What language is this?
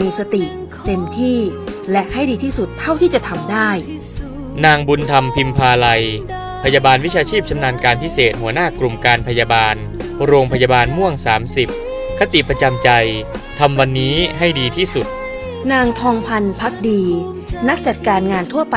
Thai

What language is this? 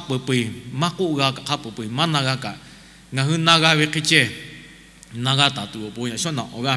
Lahu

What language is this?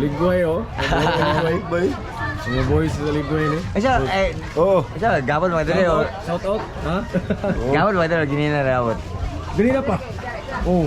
Cebuano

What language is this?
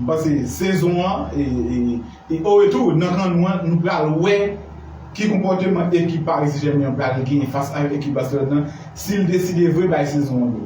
Haitian Creole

